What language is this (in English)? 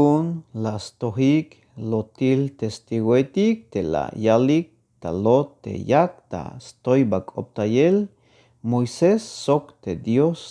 Tzeltal